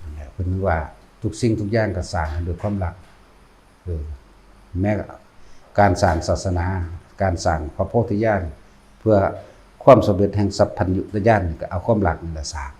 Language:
Northeastern Thai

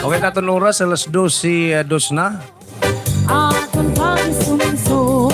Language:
Waray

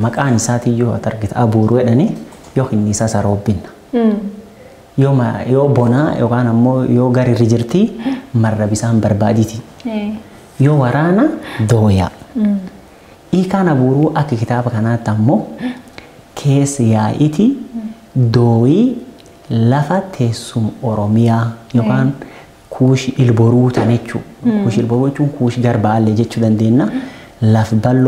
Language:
Oromo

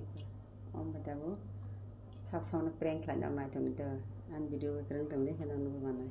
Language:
Kok Borok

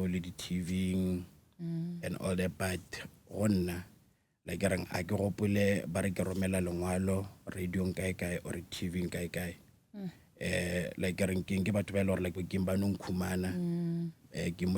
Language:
Northern Sotho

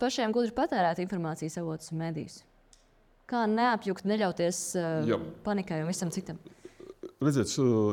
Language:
Latvian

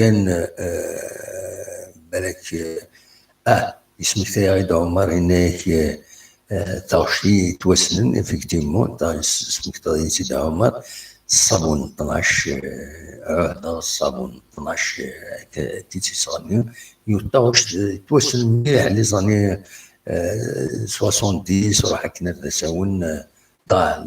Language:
Kabyle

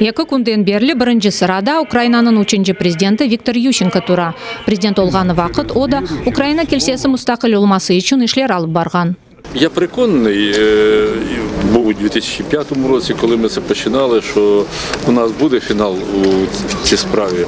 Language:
Crimean Tatar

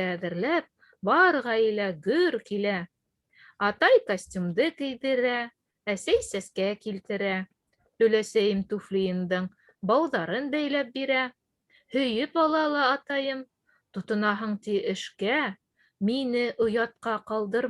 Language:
Bashkir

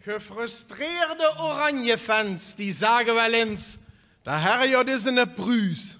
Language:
Limburgish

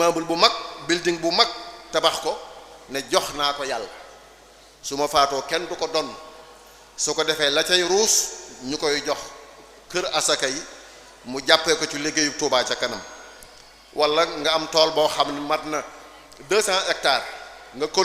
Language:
Wolof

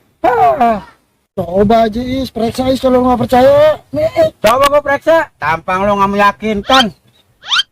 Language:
Betawi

